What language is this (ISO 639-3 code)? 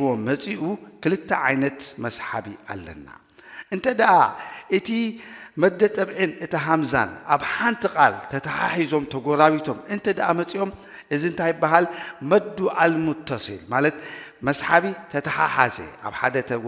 tir